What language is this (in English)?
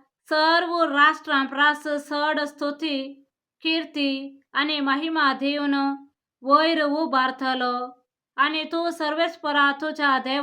Konkani